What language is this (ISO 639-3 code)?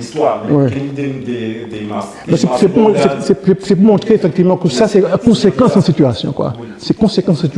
gcf